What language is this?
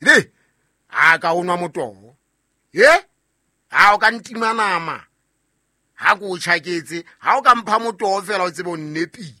Southern Sotho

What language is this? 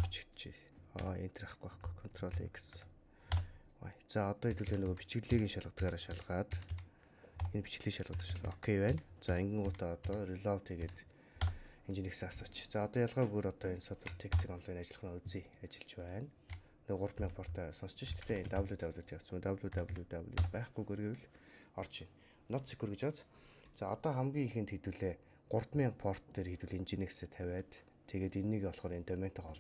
Mongolian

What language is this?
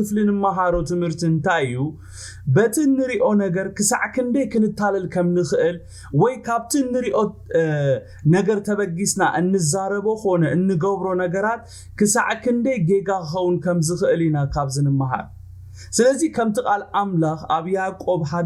Tigrinya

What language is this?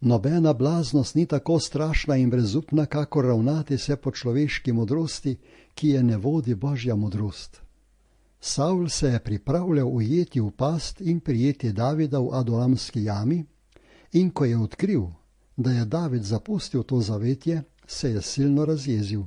Slovenian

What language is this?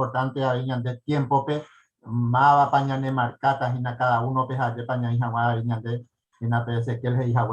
Guarani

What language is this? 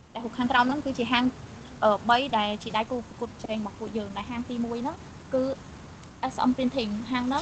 Khmer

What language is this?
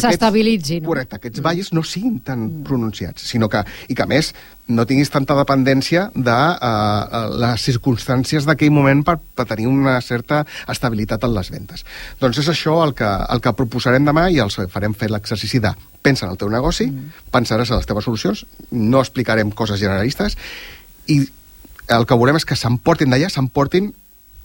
Catalan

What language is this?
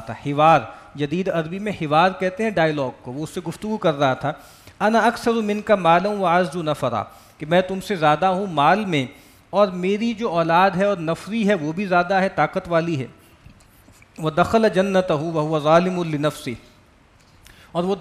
Urdu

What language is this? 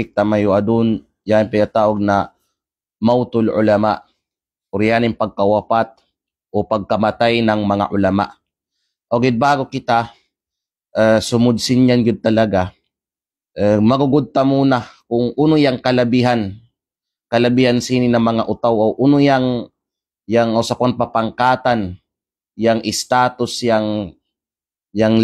Kalagan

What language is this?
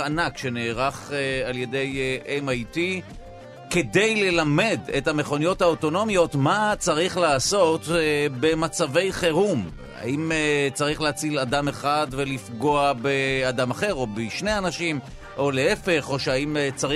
Hebrew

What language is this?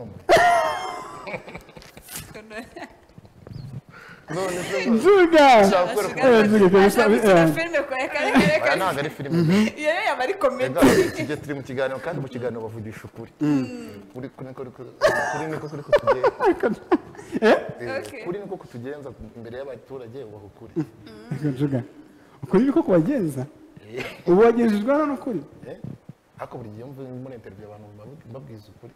Kinyarwanda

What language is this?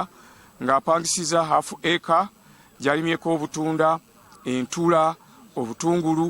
Ganda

